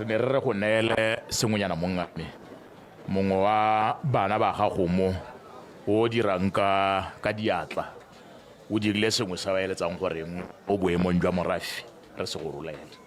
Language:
Tswana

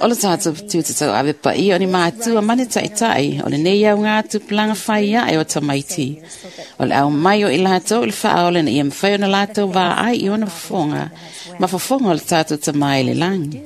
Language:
Samoan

